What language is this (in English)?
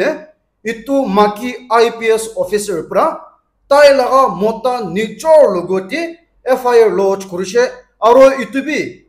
Naga Pidgin